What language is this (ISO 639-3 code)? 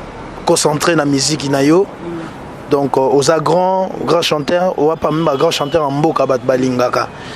lin